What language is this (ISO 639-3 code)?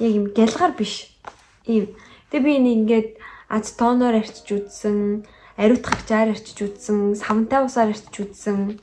mon